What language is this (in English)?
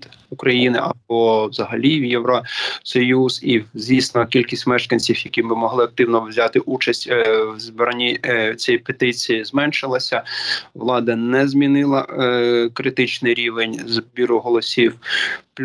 Ukrainian